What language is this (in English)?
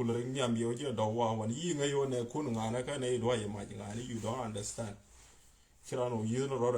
Nuer